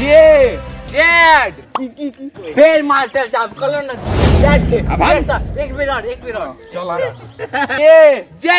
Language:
Maithili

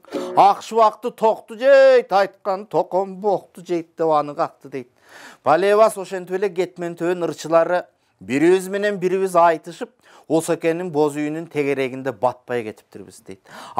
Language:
Kyrgyz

